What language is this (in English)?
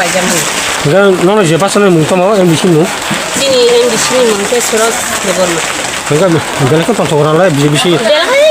Kok Borok